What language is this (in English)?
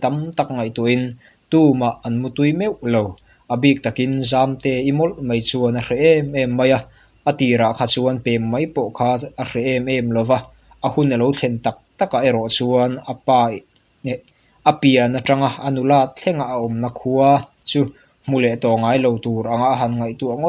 Mizo